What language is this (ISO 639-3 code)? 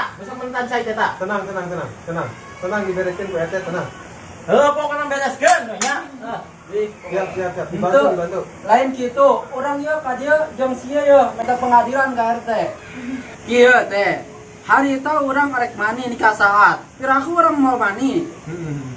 sun